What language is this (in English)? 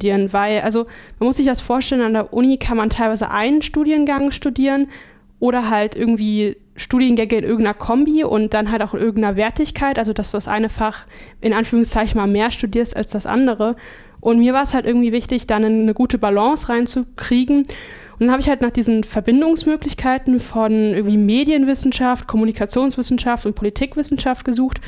German